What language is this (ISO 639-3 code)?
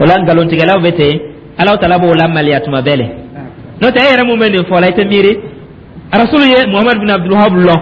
dyu